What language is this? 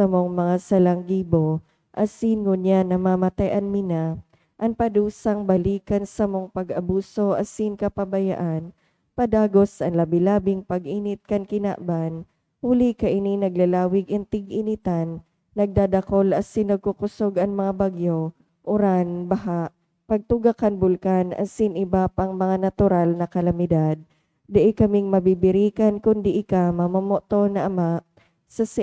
Bikol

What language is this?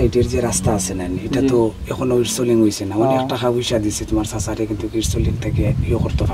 Sylheti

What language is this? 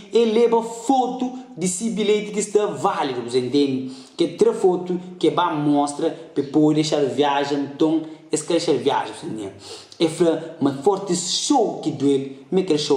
Kabuverdianu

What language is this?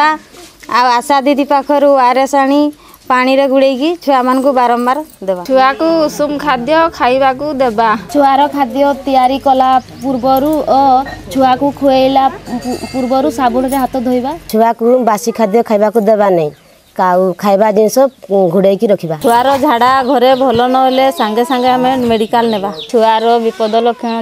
Odia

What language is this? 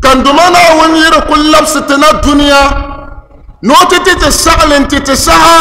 Dagbani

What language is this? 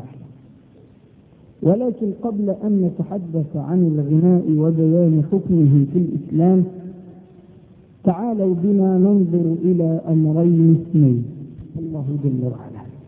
Arabic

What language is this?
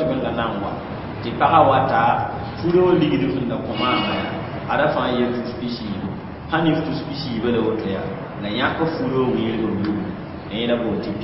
Mossi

